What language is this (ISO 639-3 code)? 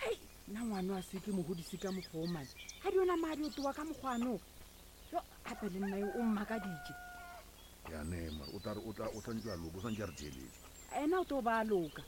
nso